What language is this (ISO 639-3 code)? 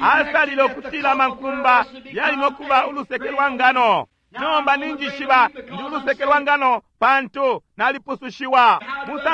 bem